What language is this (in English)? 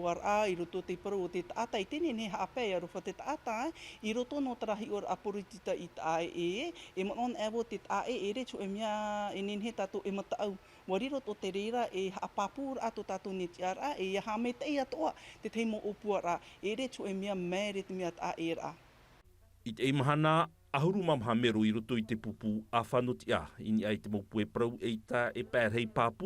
Tahitian